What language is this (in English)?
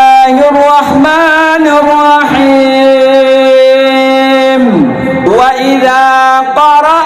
Achinese